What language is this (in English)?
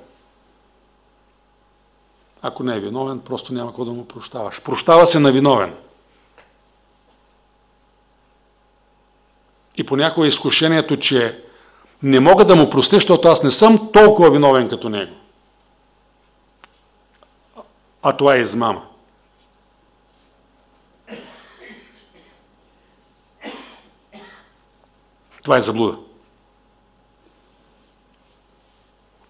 Bulgarian